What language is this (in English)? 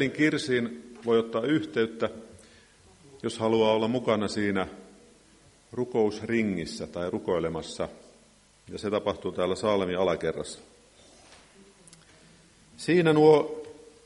Finnish